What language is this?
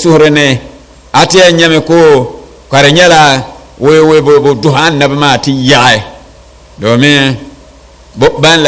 Dagbani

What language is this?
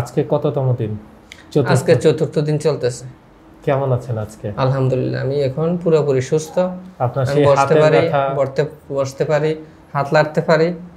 Bangla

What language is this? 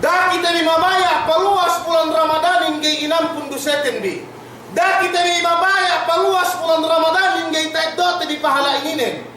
Yakan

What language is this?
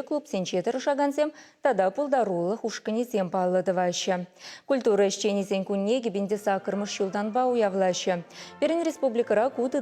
Chuvash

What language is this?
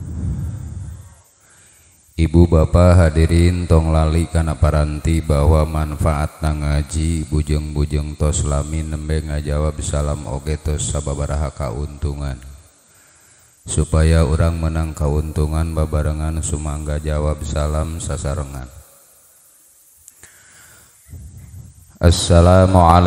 Sundanese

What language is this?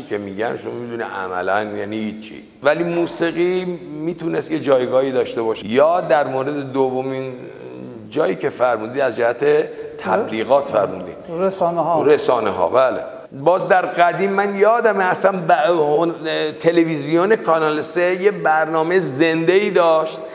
Persian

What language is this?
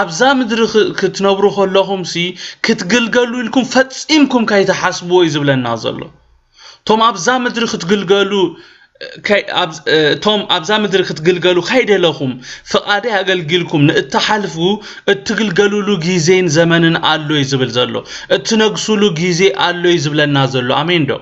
Tigrinya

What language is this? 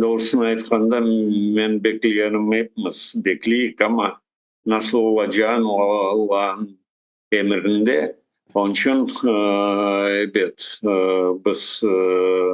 Crimean Tatar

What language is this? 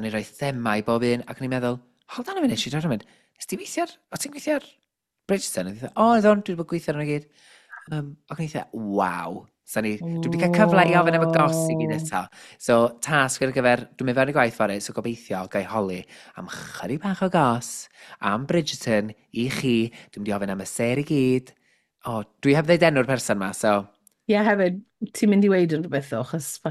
Welsh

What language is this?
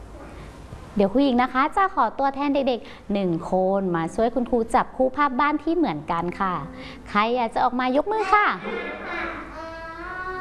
Thai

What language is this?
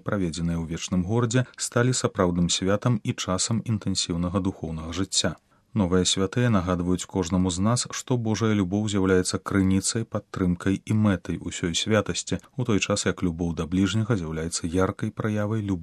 Belarusian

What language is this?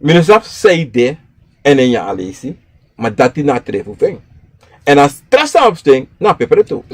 Sranan Tongo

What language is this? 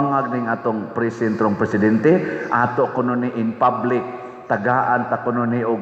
Cebuano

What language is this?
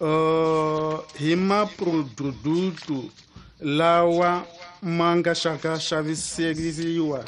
Tsonga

